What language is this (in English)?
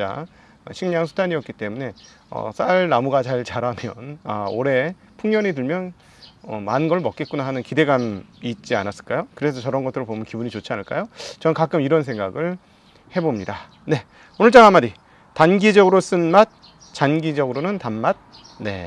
Korean